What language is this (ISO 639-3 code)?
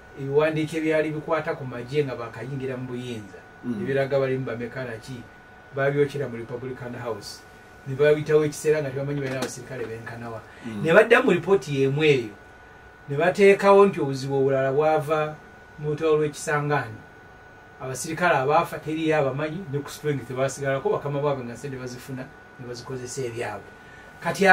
lug